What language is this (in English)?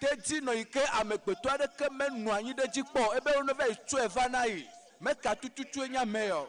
Ewe